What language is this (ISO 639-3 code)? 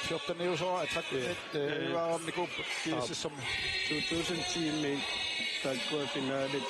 kal